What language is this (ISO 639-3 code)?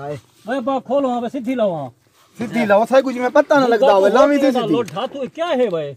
skr